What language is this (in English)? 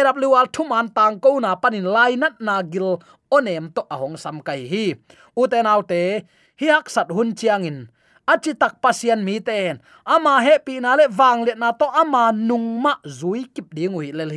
Tedim Chin